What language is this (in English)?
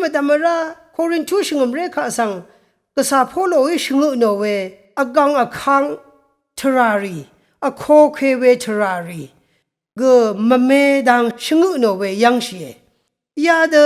Rawang